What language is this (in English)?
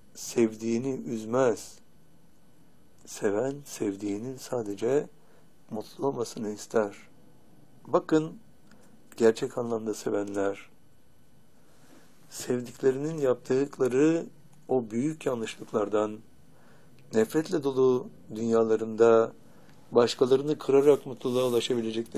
Turkish